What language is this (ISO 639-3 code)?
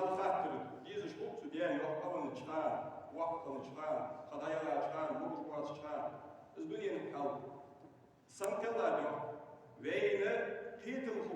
inh